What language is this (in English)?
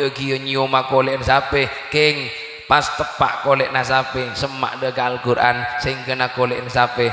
Madurese